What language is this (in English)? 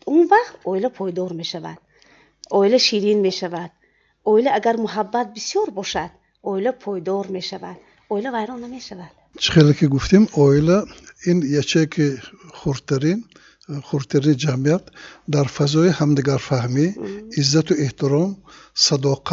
Tajik